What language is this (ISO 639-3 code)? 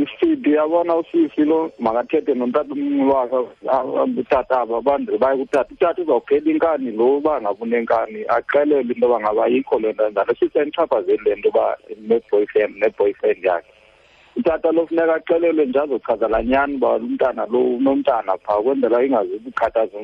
xho